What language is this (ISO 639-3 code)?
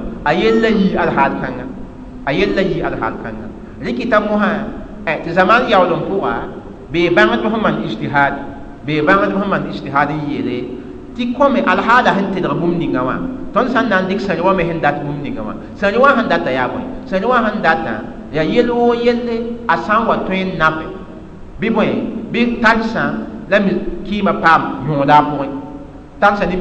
mos